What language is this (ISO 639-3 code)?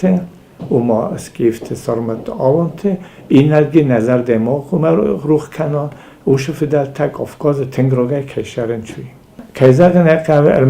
oss